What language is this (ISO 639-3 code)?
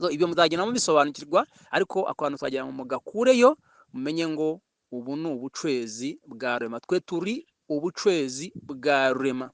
kin